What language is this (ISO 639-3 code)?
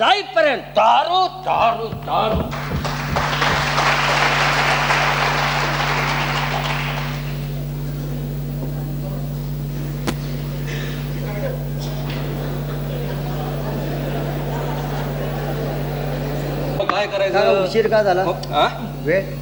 mar